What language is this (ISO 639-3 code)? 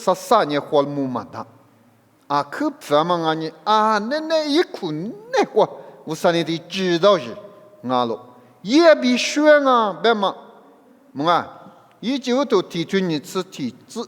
lis